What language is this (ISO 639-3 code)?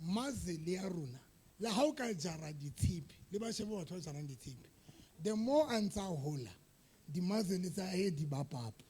sot